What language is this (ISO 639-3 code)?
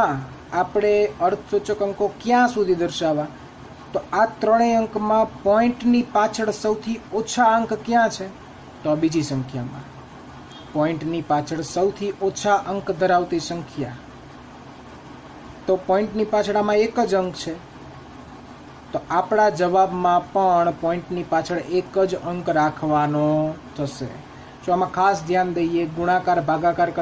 guj